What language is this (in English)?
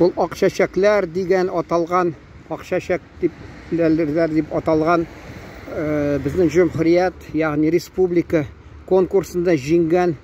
Tatar